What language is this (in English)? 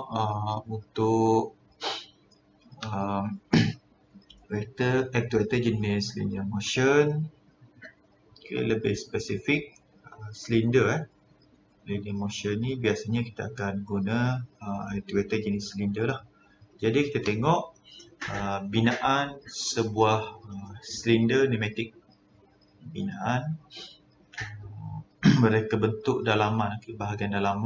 Malay